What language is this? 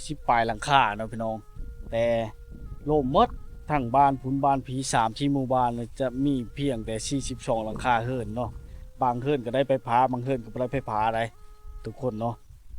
Lao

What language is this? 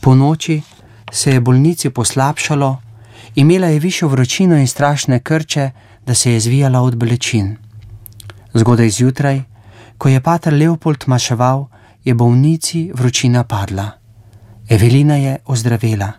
Slovenian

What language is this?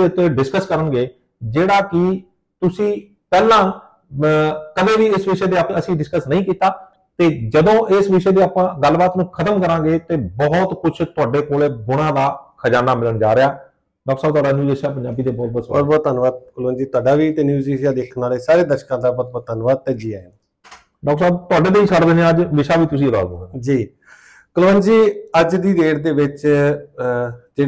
Punjabi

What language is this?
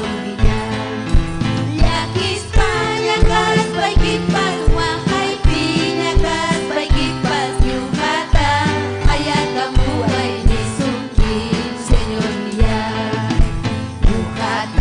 Ayacucho Quechua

